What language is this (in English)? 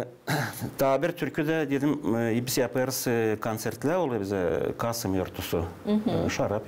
Gagauz